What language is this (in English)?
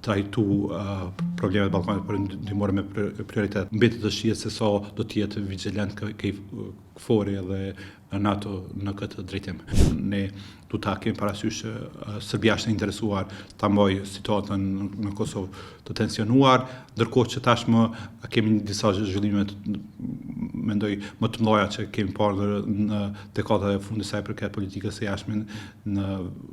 Albanian